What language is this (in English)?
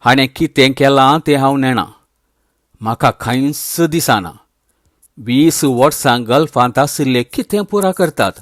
Konkani